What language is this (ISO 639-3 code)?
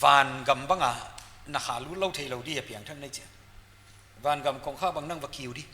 pck